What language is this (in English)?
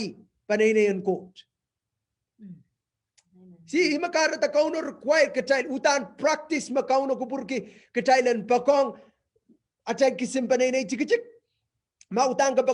Pohnpeian